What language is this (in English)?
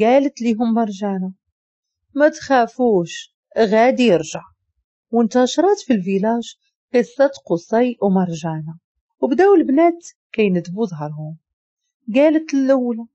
Moroccan Arabic